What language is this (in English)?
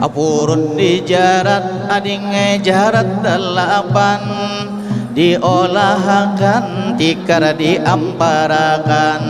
Banjar